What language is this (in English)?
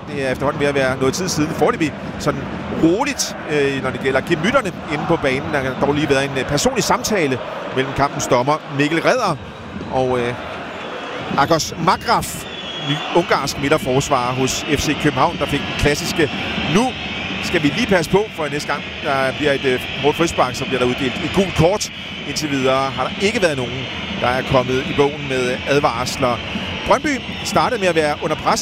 Danish